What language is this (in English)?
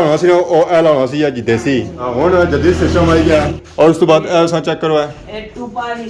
Pahari-Potwari